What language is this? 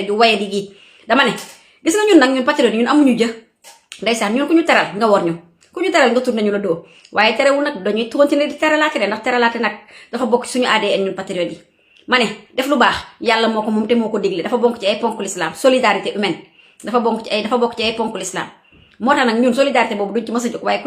Wolof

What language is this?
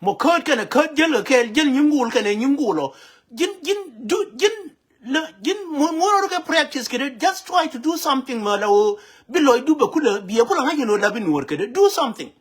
Nuer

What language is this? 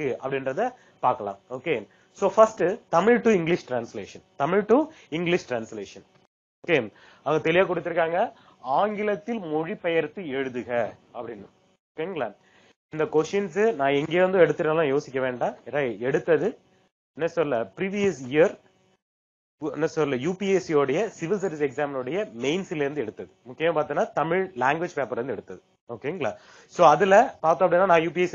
Tamil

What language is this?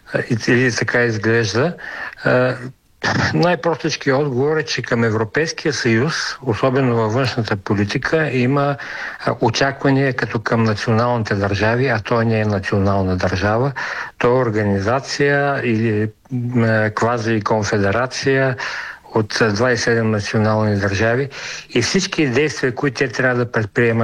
Bulgarian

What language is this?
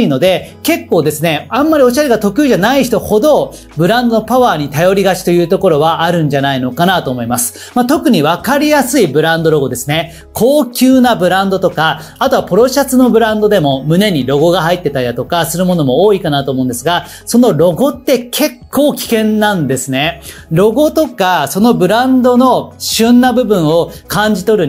Japanese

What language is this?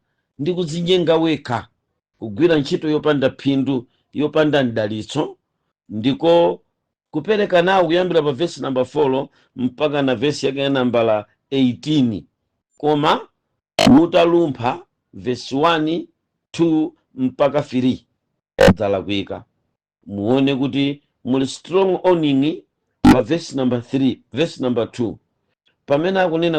Nyanja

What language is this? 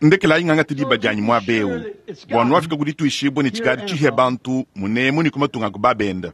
Luba-Lulua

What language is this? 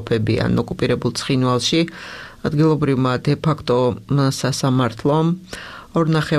Georgian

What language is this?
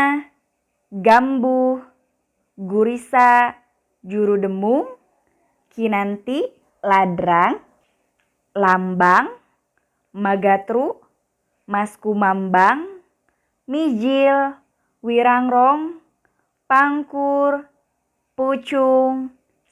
Sundanese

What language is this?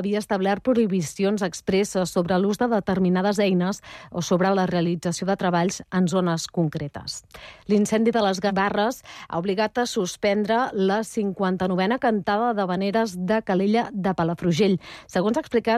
Catalan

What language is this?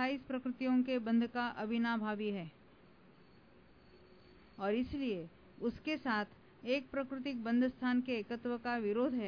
Hindi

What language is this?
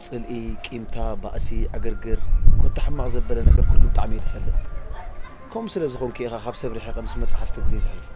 Tigrinya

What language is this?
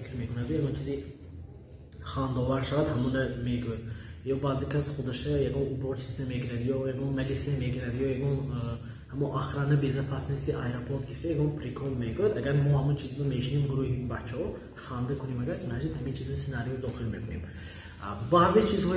Tajik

